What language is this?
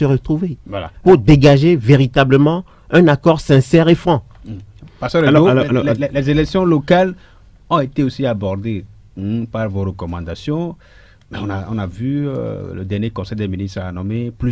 French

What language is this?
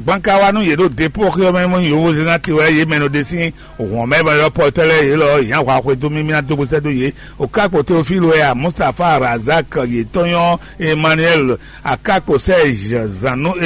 Fon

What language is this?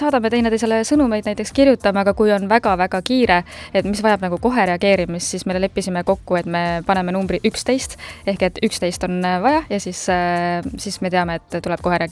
Estonian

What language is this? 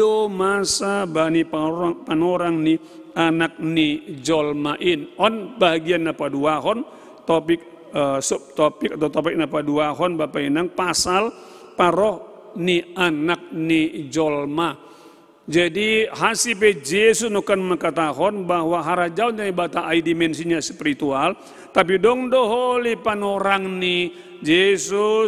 Batak Simalungun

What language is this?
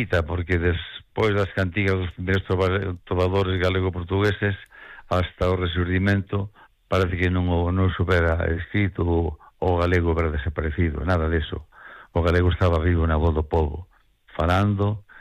Galician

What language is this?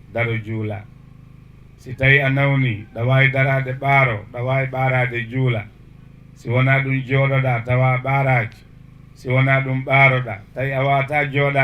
Fula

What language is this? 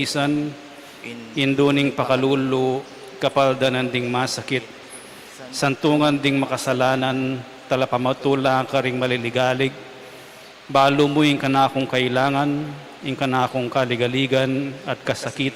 Pampanga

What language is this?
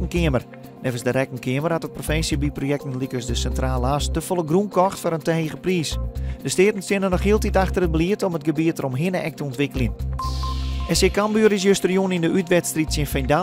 Western Frisian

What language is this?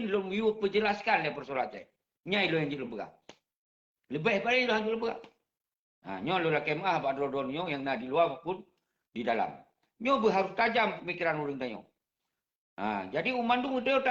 Achinese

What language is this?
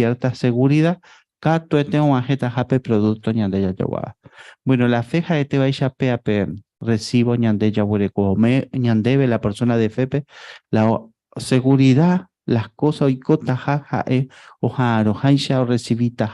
Guarani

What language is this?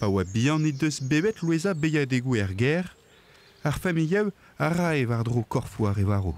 Breton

